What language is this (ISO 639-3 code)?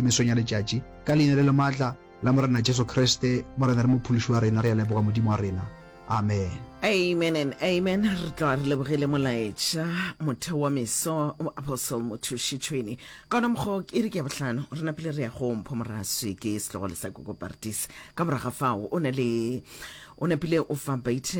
nso